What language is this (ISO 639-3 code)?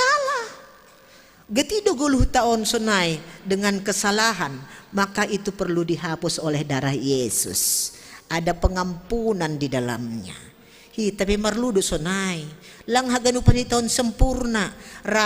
bts